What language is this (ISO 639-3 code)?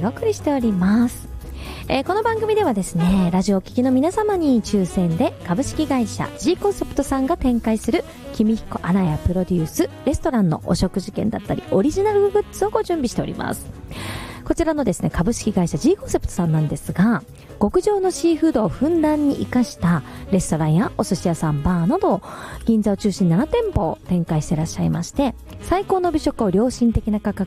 jpn